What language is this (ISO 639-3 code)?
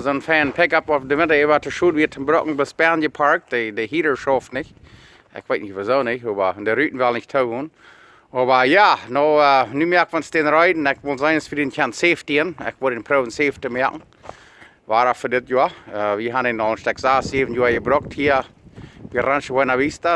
pdt